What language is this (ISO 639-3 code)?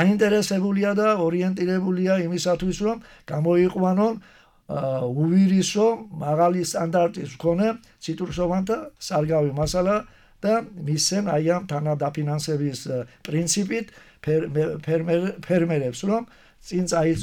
kat